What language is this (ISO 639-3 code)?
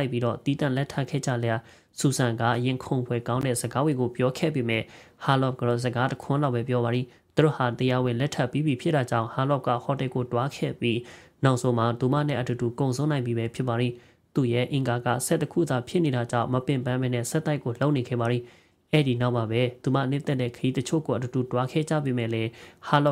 mya